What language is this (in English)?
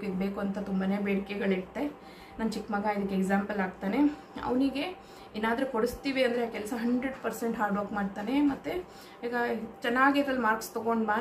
Kannada